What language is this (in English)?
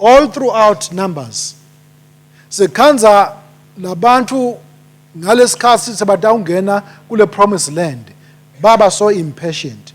Swati